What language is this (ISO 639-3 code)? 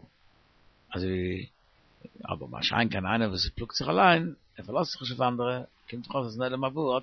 yid